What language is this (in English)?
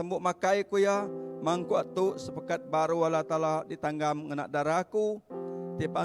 Iban